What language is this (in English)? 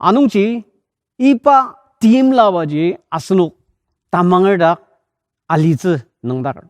Ao Naga